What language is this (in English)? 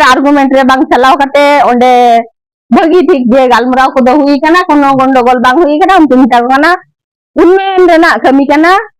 Santali